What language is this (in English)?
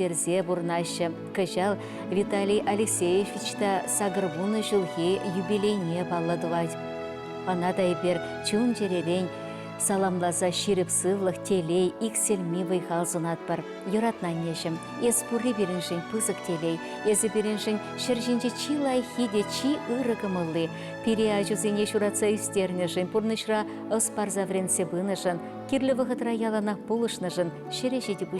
Chuvash